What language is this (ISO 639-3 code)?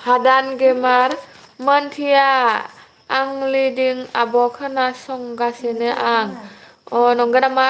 brx